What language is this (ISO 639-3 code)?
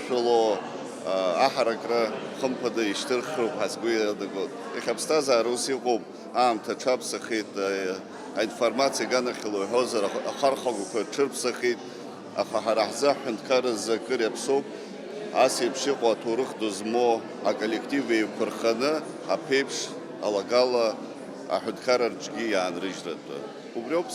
abk